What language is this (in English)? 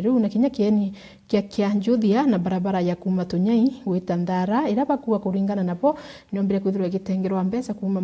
Meru